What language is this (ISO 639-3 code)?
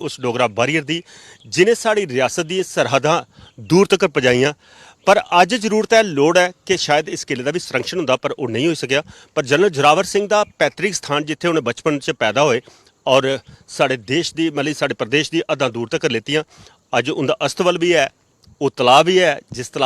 doi